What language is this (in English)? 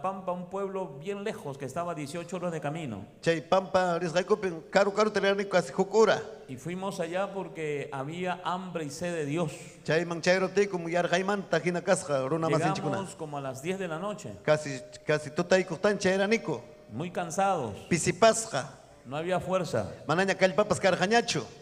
Ayacucho Quechua